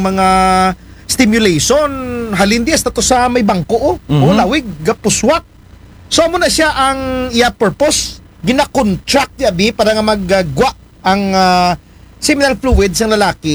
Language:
Aklanon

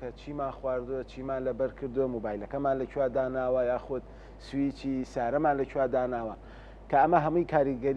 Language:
Central Kurdish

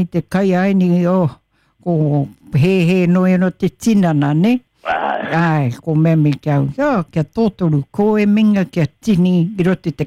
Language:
Māori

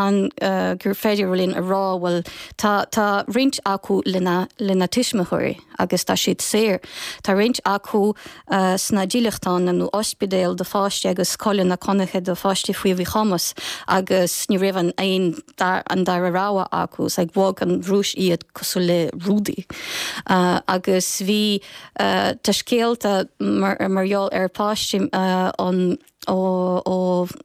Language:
Irish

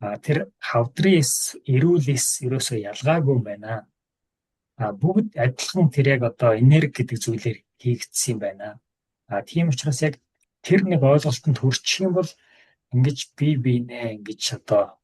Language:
Mongolian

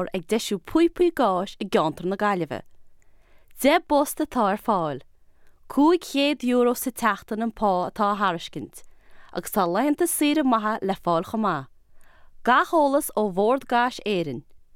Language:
Irish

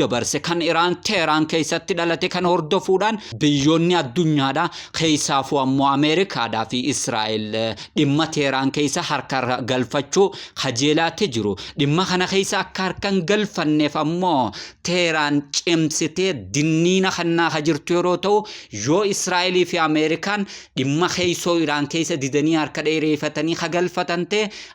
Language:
Oromo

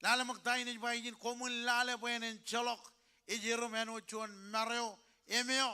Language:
Marshallese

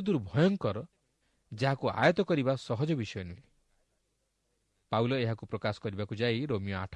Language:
Odia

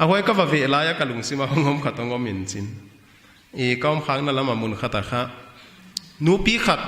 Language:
Paite Chin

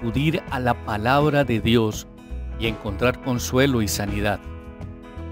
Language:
Spanish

